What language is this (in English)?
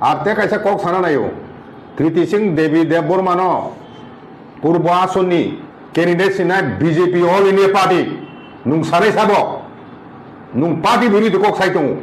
Kok Borok